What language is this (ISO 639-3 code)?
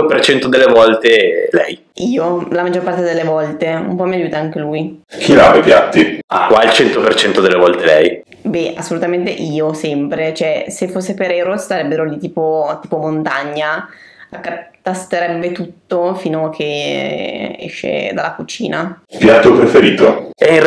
ita